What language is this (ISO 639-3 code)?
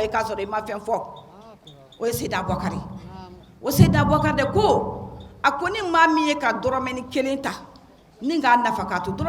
bam